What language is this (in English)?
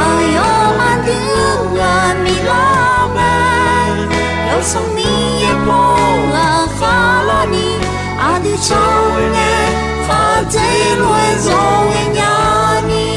Akha